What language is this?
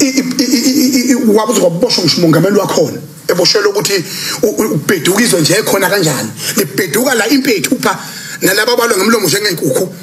Zulu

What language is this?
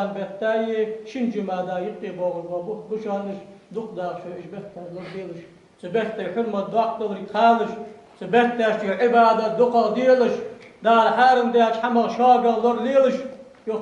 Ingush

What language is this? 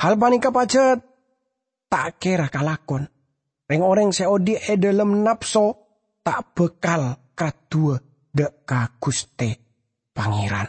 Madurese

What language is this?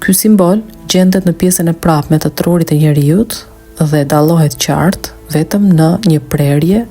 Albanian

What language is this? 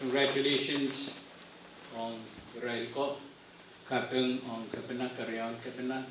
Pohnpeian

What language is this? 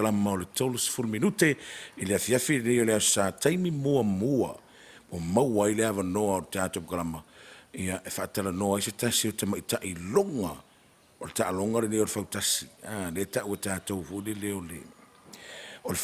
Samoan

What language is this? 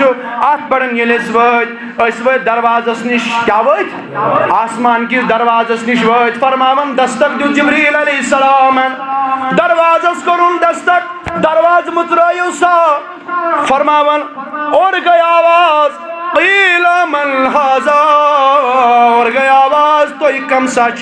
Kashmiri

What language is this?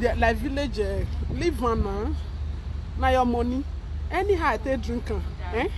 Nigerian Pidgin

